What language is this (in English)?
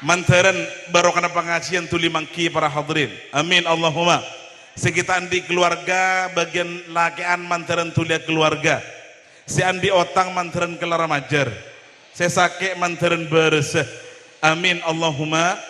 Madurese